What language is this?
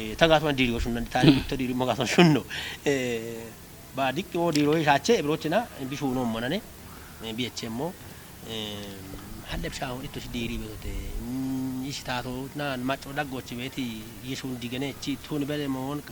Kafa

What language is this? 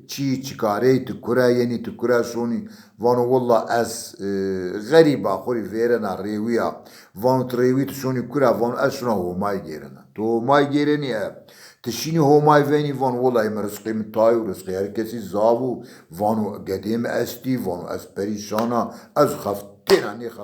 Zaza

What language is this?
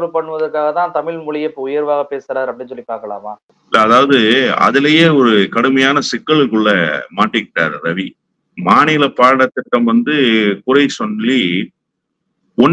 Tamil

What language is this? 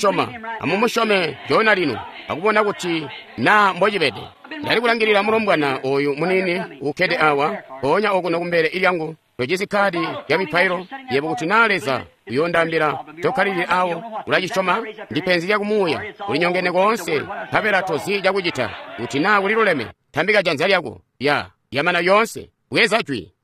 Tonga (Zambia)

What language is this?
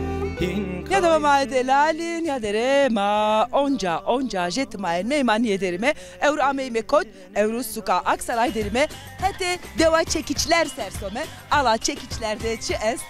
Zaza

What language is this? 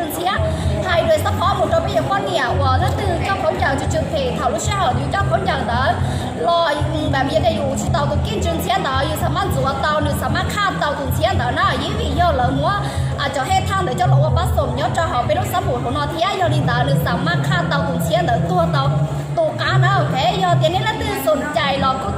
Hmong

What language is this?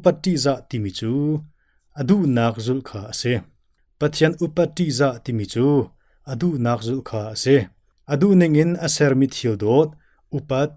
Hakha Chin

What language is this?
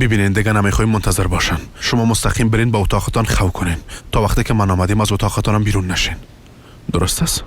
Persian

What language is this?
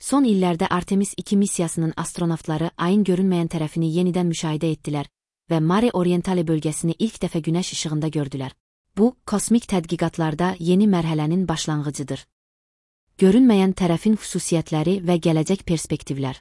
Azerbaijani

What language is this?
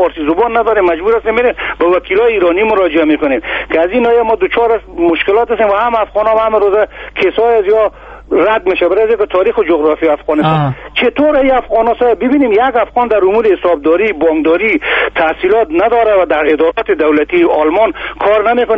Persian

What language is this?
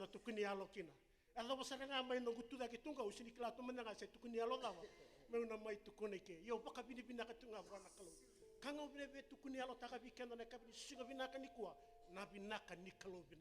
Fijian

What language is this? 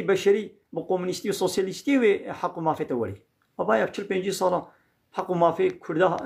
Kurdish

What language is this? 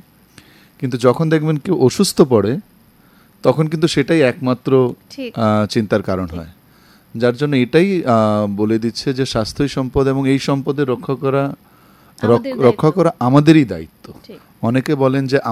Bangla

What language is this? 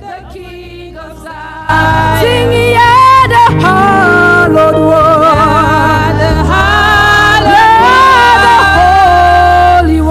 Ewe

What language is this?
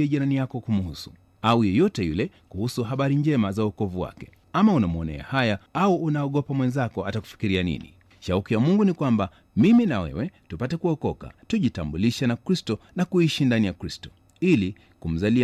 Swahili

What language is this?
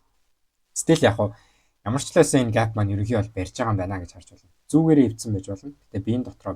Mongolian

